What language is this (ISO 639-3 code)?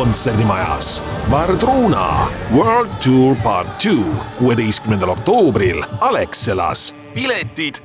est